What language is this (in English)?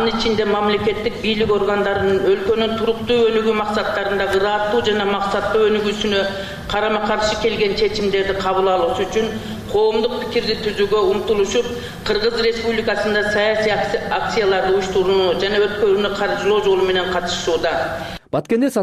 Kyrgyz